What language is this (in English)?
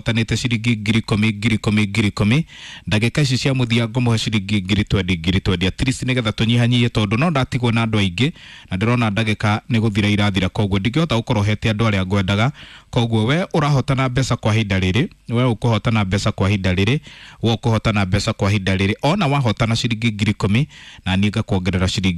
Kikuyu